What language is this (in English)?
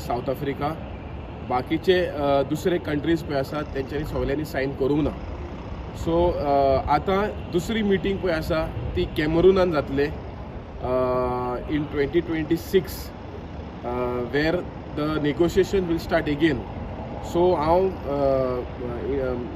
Konkani